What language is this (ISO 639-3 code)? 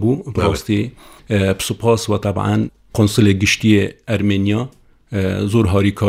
kur